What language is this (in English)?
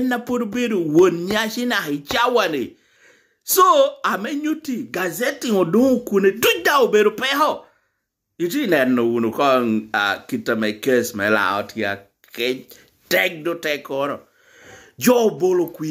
Lango (Uganda)